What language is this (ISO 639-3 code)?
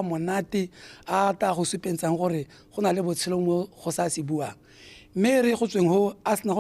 tsn